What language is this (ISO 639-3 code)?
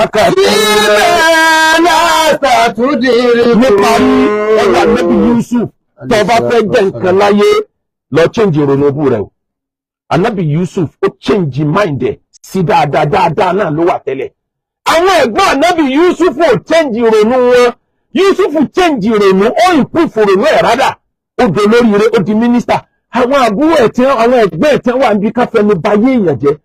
yor